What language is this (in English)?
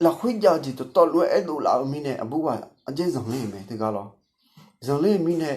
Akha